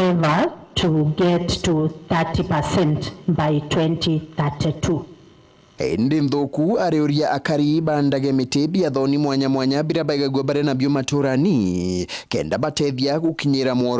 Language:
Meru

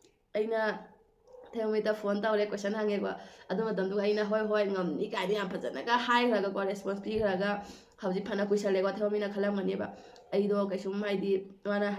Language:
Manipuri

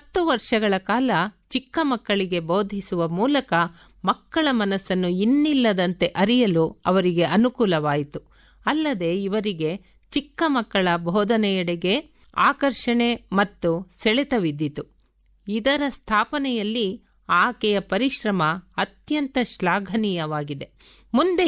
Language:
Kannada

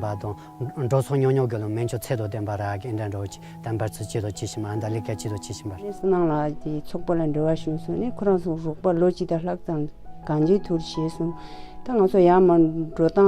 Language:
Tibetan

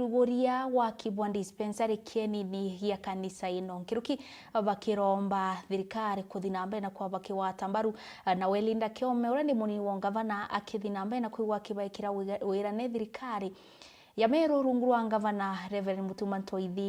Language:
Meru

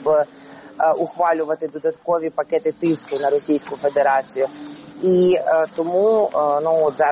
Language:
Ukrainian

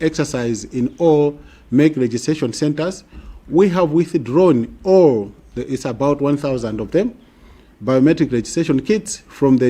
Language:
Nyanja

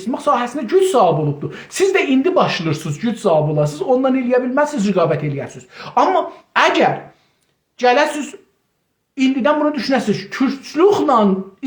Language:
South Azerbaijani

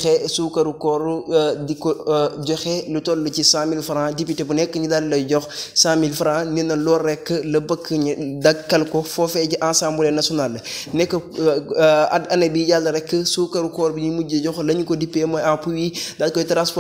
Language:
Wolof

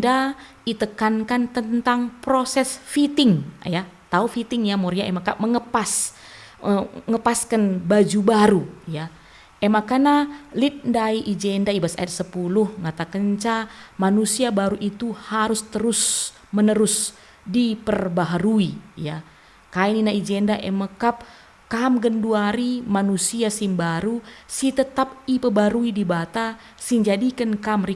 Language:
Batak Karo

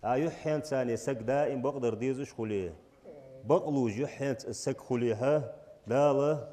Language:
Ingush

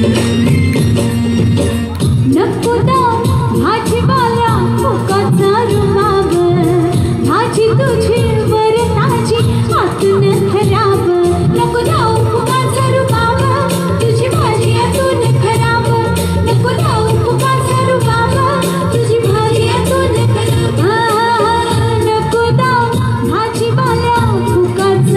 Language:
Marathi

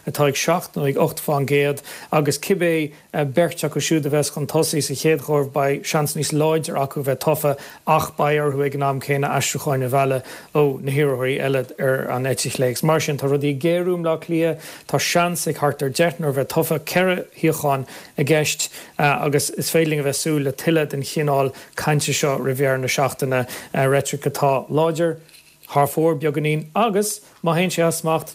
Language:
Irish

